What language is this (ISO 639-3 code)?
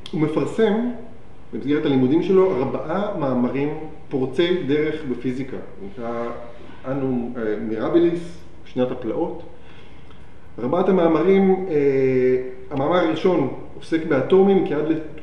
heb